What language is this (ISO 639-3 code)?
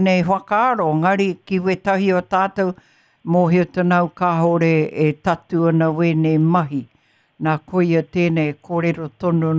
mri